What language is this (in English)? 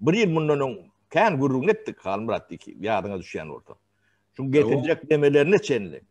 Turkmen